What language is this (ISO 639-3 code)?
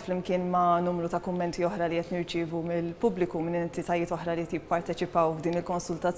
mlt